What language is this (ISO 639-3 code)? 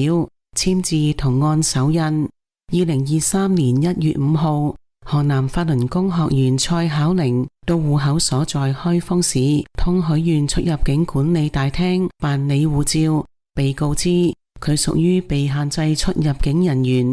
yue